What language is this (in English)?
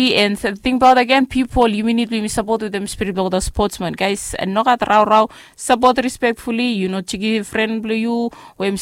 Bislama